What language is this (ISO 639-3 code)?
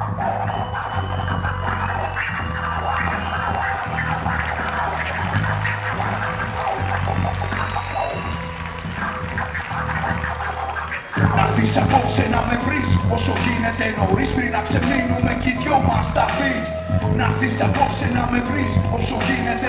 ell